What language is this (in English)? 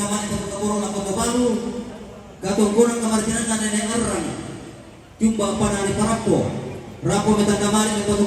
Toraja-Sa'dan